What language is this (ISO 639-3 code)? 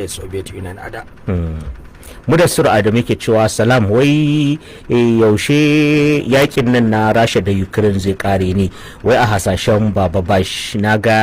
hau